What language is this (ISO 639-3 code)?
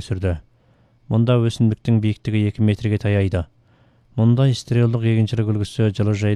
kaz